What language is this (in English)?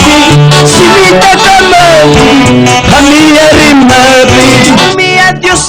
Ayacucho Quechua